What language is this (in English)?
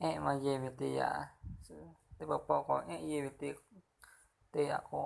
Lahu